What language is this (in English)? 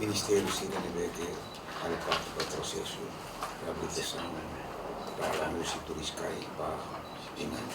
Tetum